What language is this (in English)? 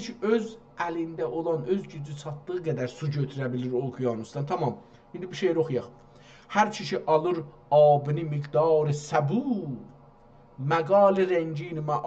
South Azerbaijani